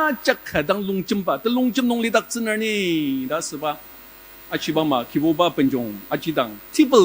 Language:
Ao Naga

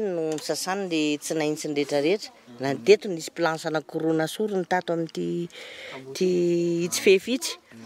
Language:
Malagasy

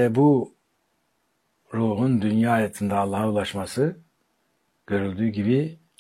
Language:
Turkish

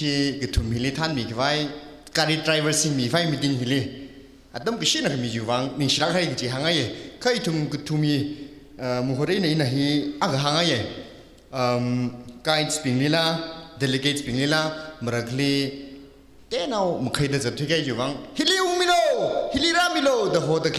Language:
Tangkhul Naga (India)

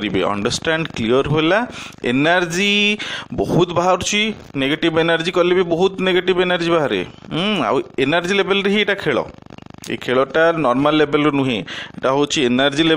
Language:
Odia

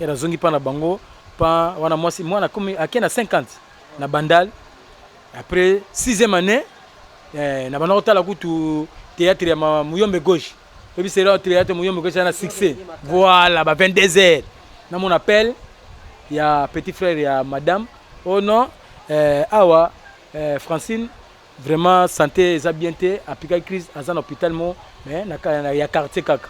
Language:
Lingala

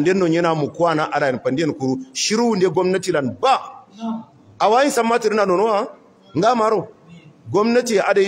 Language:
Hausa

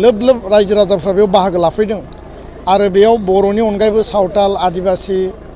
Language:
Bodo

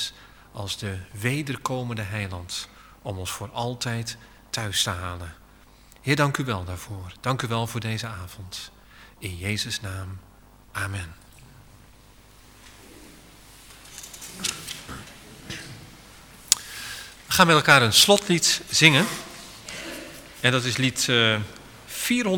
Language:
Dutch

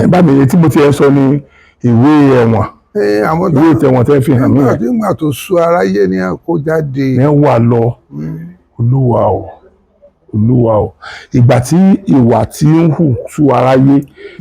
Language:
Yoruba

